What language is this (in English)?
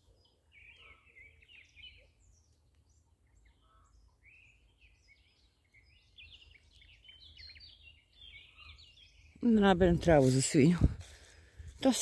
Croatian